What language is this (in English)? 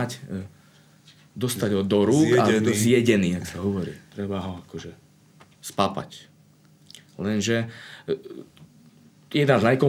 Slovak